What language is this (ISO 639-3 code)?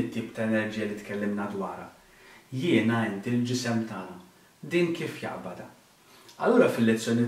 mlt